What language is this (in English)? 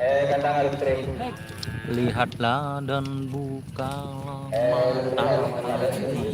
Madurese